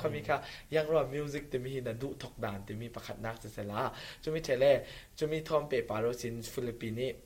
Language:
Falam Chin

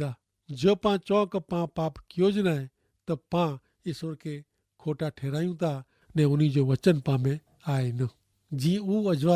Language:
Kachhi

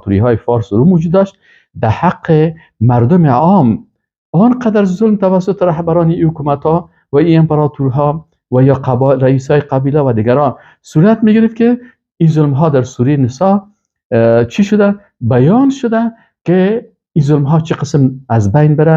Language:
Persian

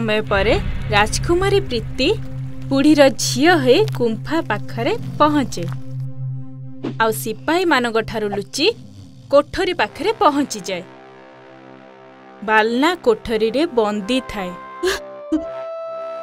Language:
Odia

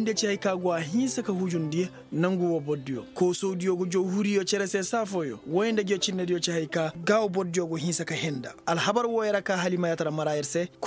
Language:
Koyraboro Senni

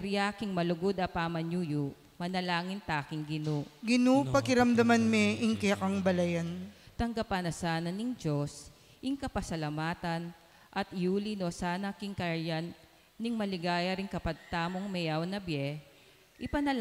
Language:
Pampanga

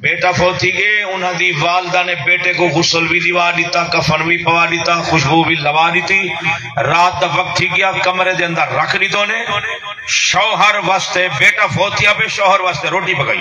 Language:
Saraiki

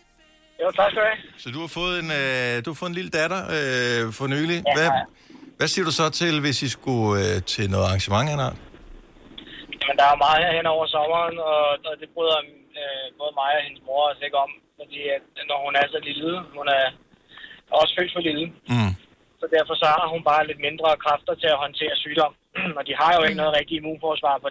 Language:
Danish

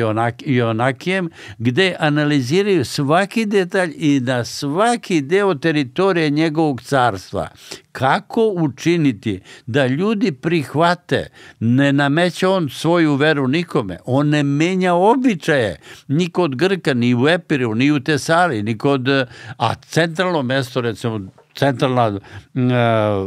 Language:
Serbian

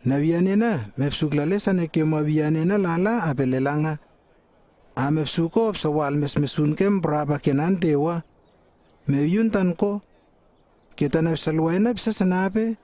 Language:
Lewo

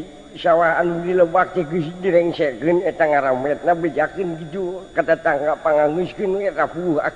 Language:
Sundanese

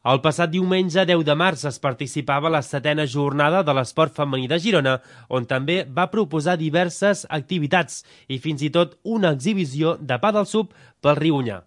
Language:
Catalan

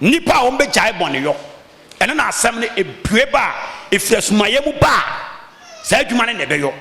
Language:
Akan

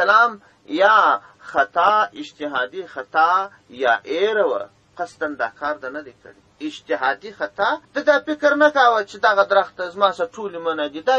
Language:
Pashto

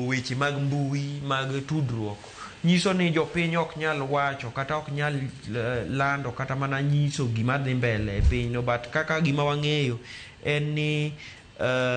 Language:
Luo (Kenya and Tanzania)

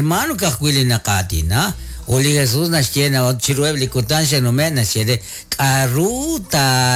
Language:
Kekchí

